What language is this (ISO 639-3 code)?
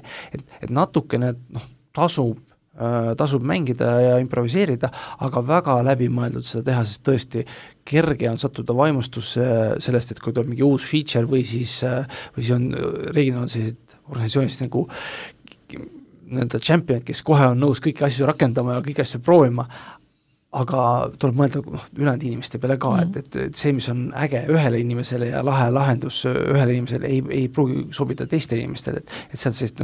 est